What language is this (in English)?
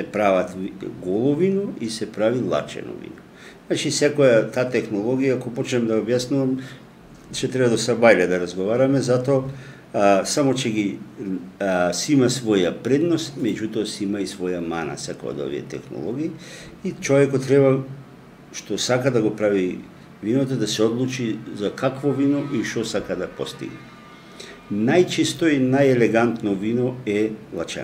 Macedonian